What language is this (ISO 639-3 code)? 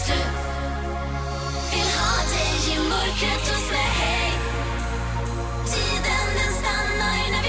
swe